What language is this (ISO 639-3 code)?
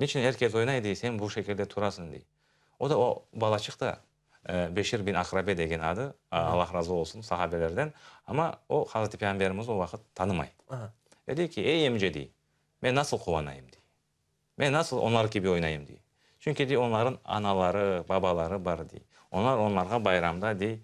crh